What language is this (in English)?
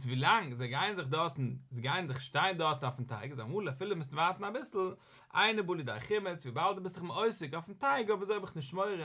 Yiddish